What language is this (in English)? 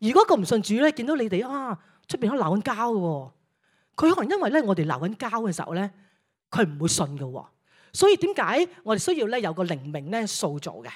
Cantonese